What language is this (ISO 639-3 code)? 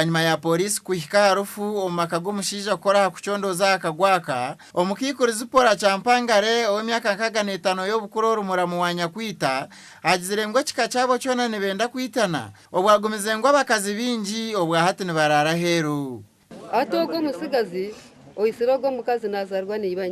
nyn